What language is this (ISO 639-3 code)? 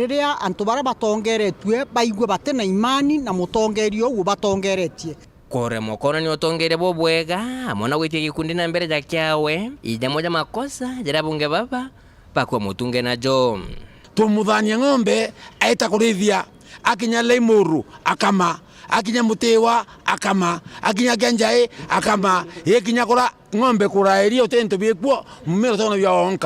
mer